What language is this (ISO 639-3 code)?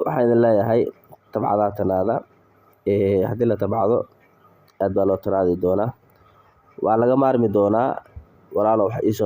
som